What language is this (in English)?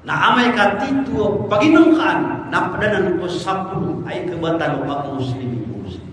Maranao